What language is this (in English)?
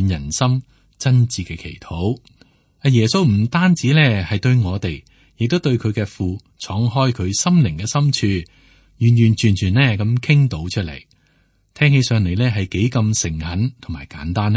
Cantonese